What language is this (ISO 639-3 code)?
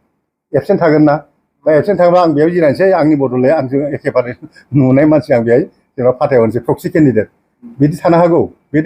brx